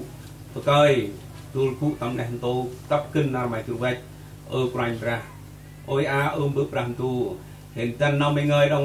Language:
Central Mnong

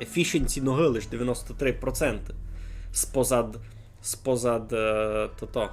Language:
Rusyn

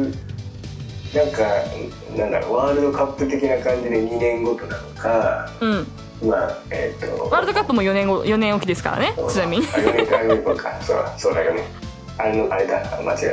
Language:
Japanese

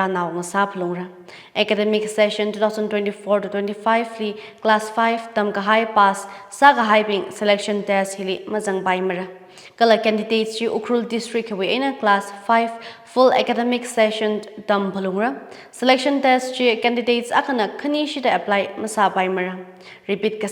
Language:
Tangkhul Naga (India)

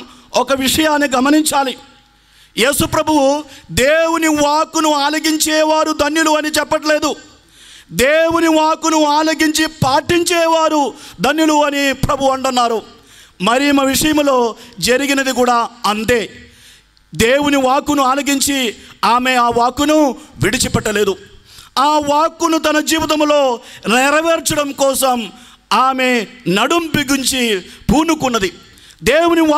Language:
Telugu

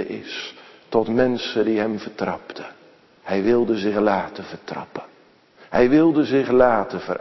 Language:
Dutch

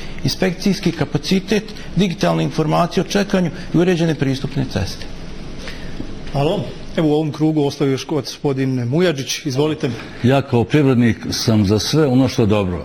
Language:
Bosnian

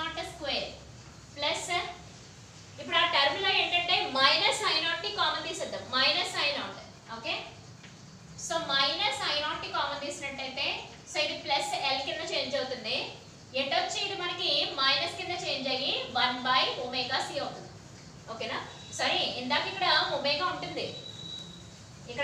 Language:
Telugu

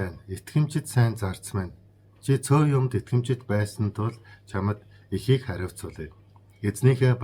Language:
Mongolian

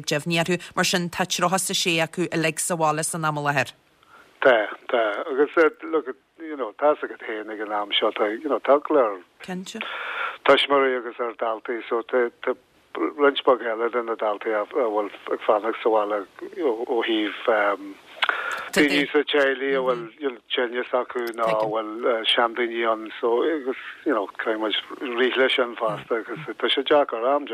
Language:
Irish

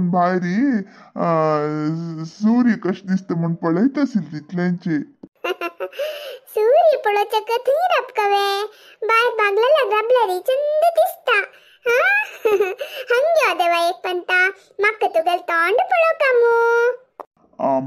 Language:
Konkani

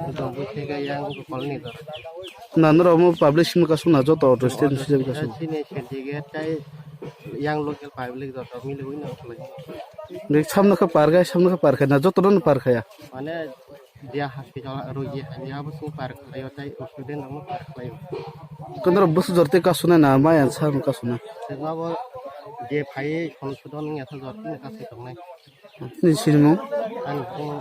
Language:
Kok Borok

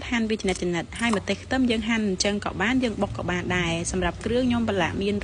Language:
Khmer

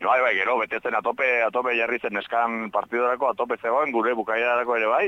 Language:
Basque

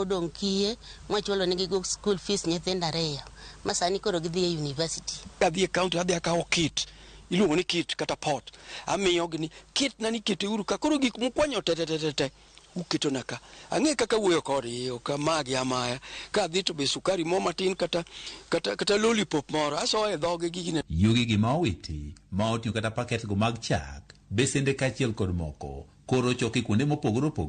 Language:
Luo (Kenya and Tanzania)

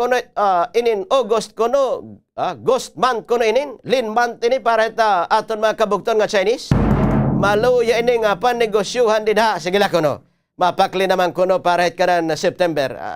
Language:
Waray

